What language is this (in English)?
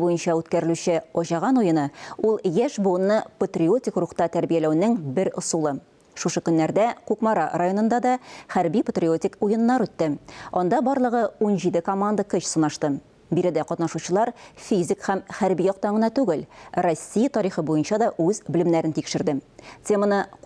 Tatar